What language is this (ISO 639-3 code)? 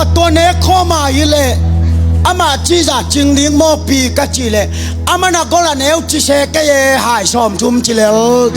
ctd